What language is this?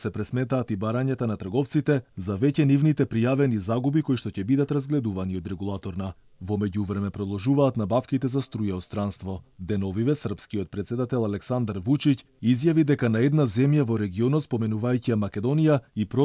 Macedonian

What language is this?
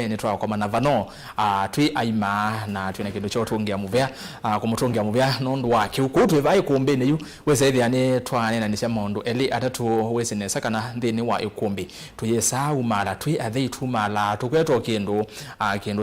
Kamba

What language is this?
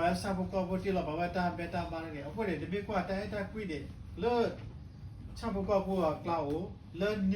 S'gaw Karen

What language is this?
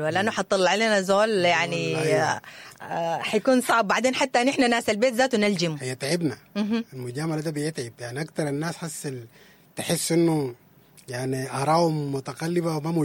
Sudanese Arabic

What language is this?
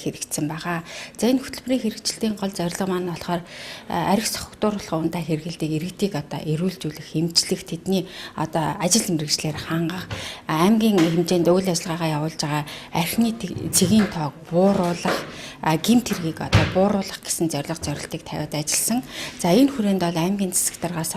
Mongolian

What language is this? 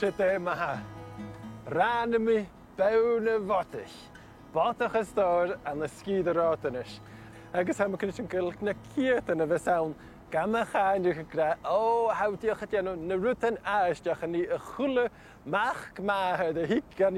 Scottish Gaelic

